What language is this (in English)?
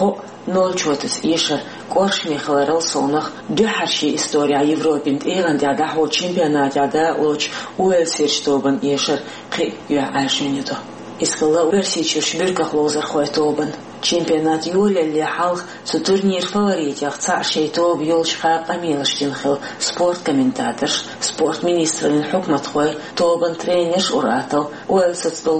Chechen